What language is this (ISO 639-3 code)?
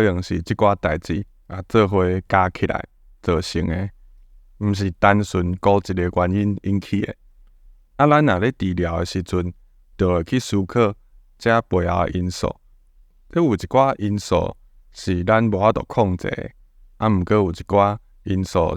nan